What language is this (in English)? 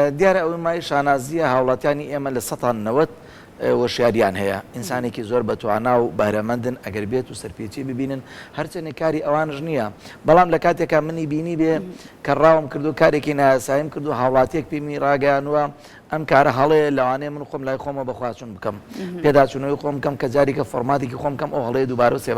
Central Kurdish